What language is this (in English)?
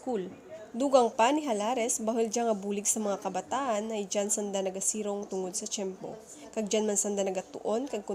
Kinaray-a